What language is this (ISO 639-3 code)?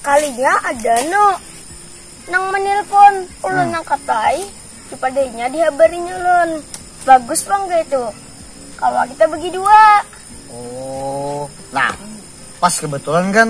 bjn